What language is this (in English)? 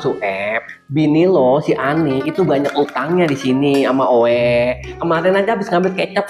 Betawi